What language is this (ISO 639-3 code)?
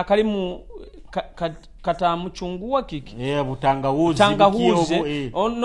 nyo